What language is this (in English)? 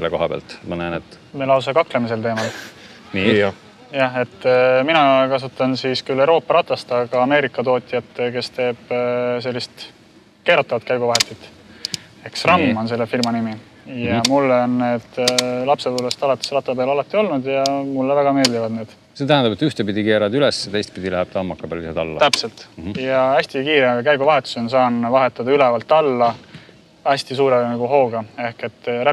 Estonian